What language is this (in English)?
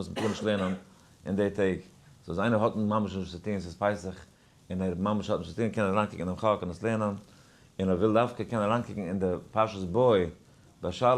Yiddish